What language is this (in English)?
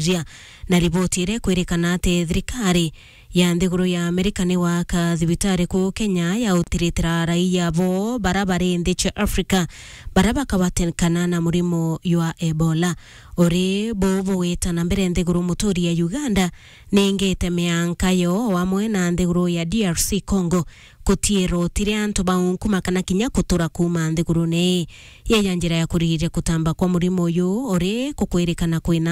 Meru